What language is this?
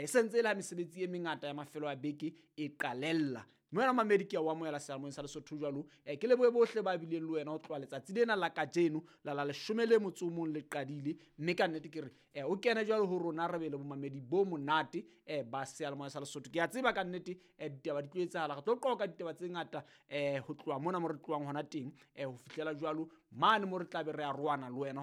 Southern Sotho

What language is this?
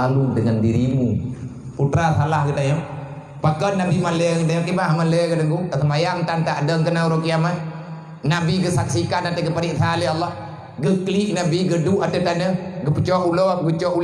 Achinese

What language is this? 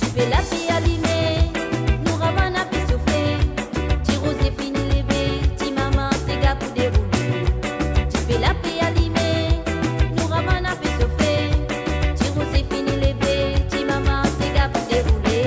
Morisyen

